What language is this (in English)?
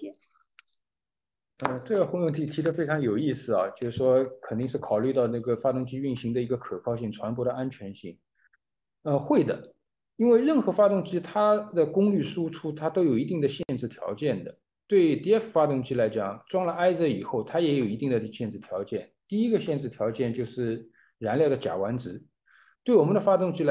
Chinese